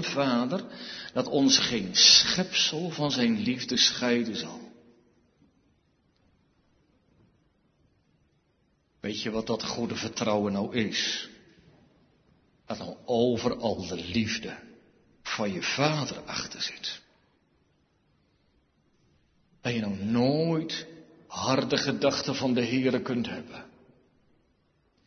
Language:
Dutch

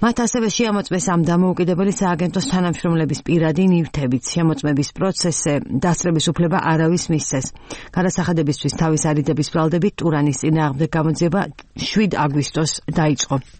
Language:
Georgian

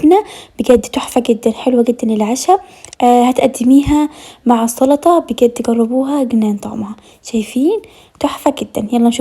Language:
Egyptian Arabic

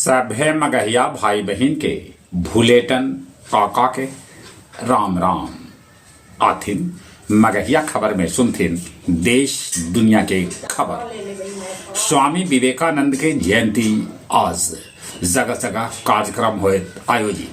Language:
Magahi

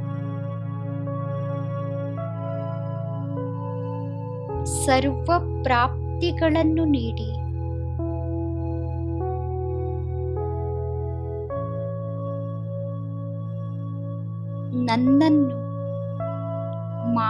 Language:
Kannada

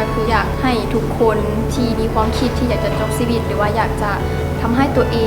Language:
Lao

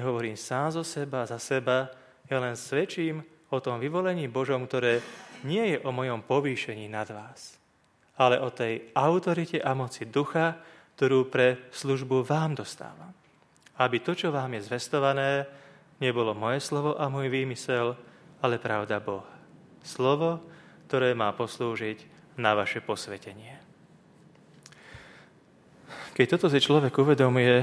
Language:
Slovak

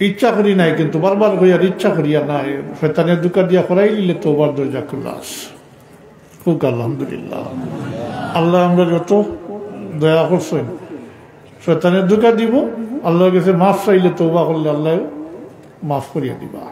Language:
Sylheti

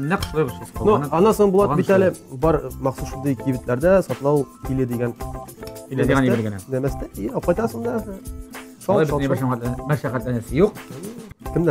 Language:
Tatar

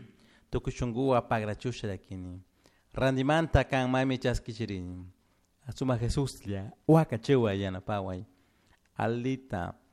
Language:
Chimborazo Highland Quichua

